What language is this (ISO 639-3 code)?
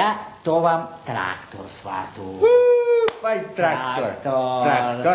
rue